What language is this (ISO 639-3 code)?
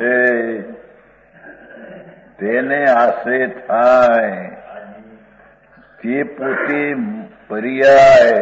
guj